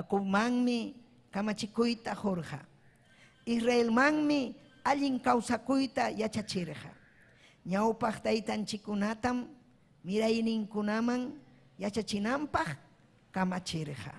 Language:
Ayacucho Quechua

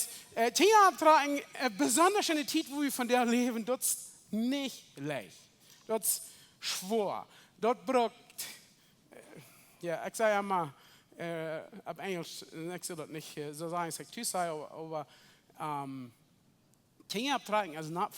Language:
Plautdietsch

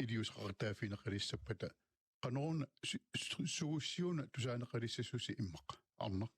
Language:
Kalaallisut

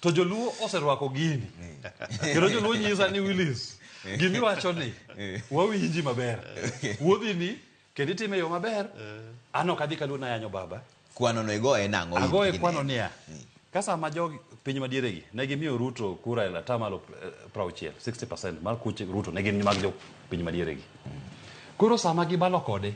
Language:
Luo (Kenya and Tanzania)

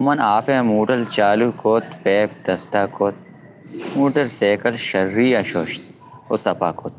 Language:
Baluchi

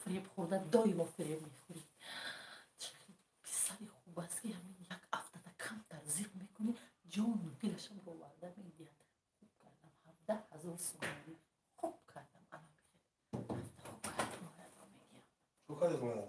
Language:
Tajik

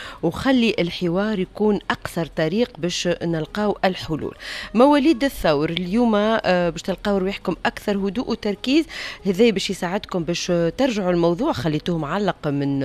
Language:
Tunisian Arabic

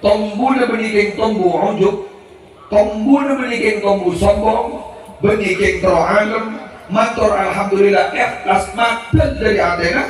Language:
Madurese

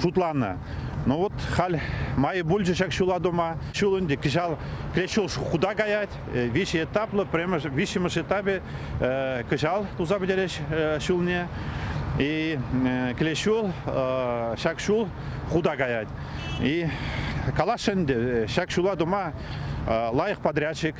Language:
Chuvash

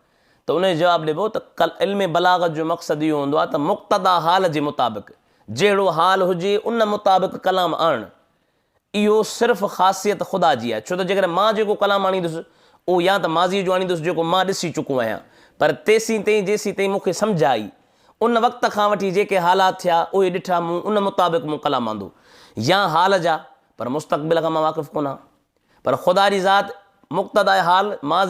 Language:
Sindhi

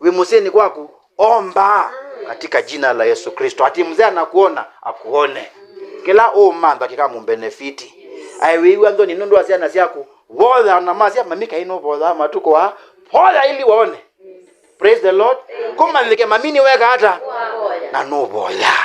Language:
Kamba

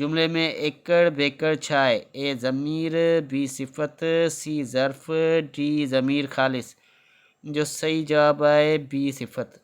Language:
Sindhi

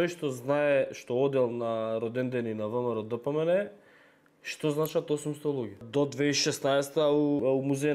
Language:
Macedonian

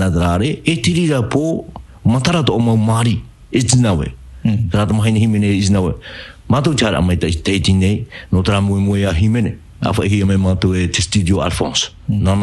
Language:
Tahitian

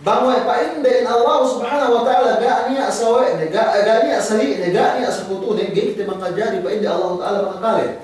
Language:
Yakan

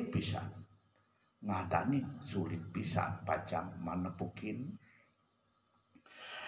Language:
Balinese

